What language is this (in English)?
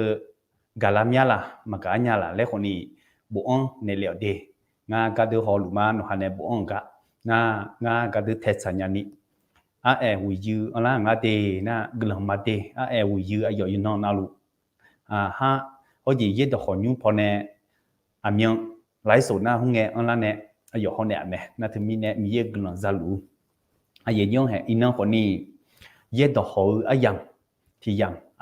Akha